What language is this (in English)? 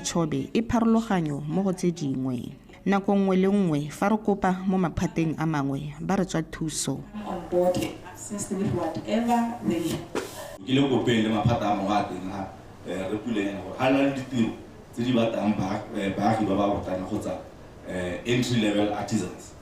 Tswana